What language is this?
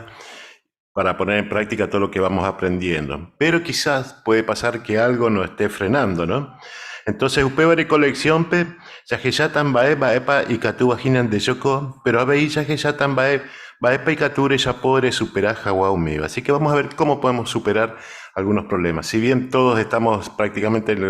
Guarani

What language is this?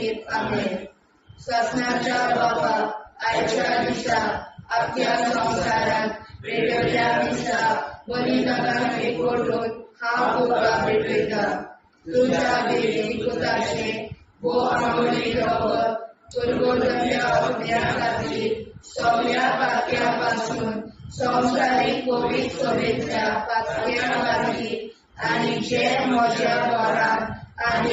Konkani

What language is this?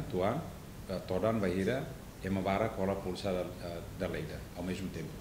Tetum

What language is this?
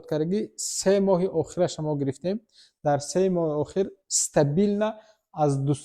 Tajik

